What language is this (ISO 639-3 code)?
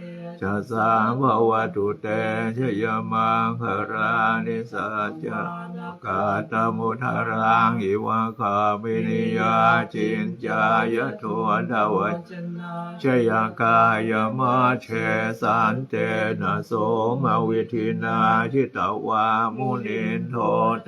pli